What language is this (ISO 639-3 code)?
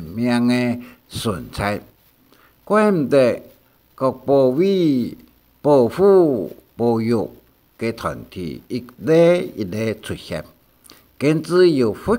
hak